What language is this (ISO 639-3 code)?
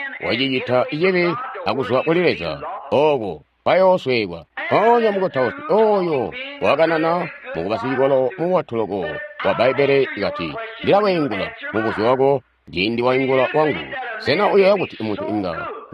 toi